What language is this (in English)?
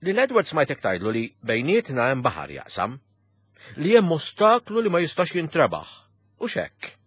Maltese